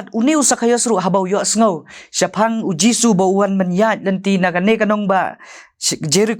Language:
Khasi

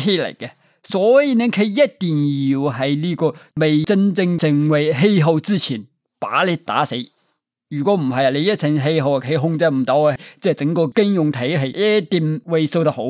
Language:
Cantonese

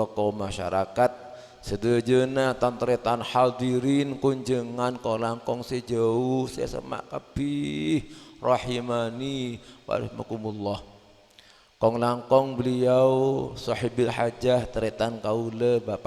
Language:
Madurese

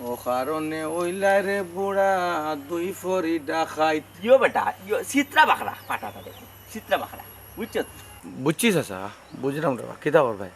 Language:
Sylheti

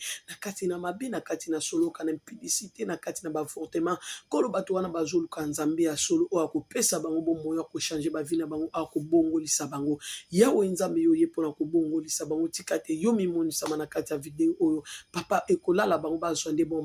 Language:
Lingala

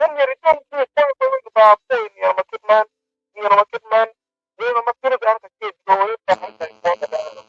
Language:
Acoli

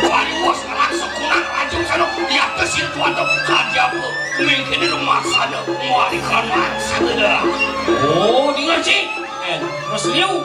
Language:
Balinese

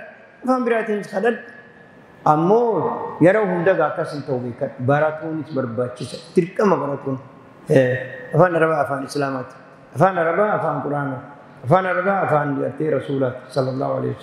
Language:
Oromo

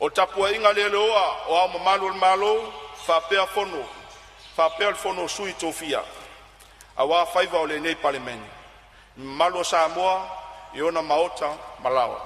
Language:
Samoan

